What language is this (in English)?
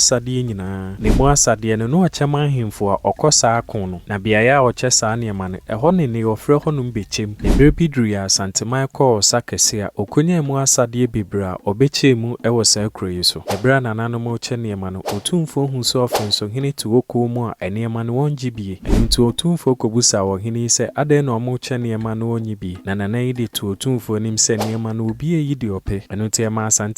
Akan